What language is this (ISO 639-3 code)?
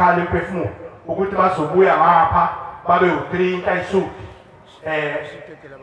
zul